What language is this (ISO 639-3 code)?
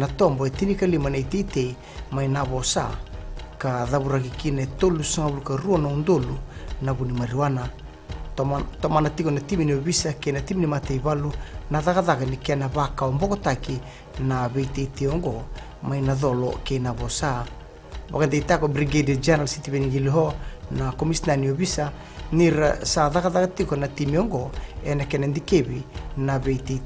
fij